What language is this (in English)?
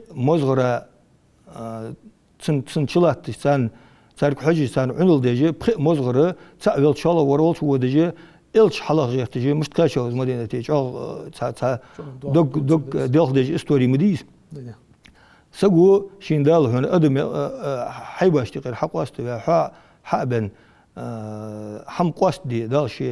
Ingush